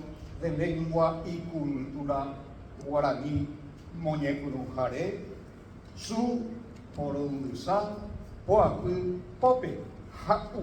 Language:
Guarani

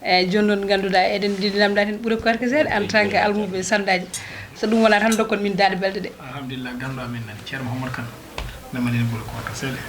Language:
Fula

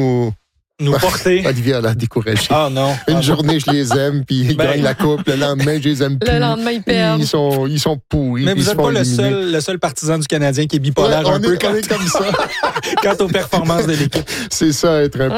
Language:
French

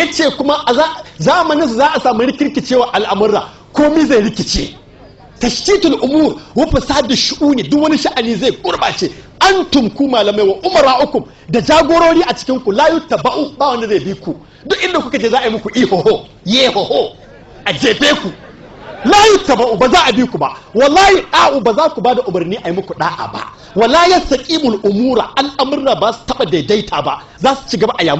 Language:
Hausa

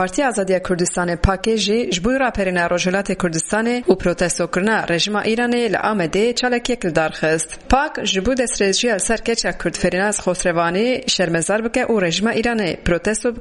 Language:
Kurdish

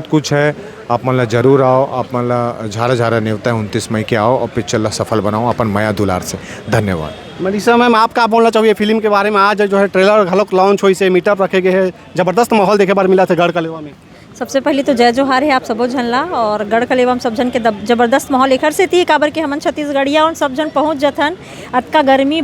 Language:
Chhattisgarhi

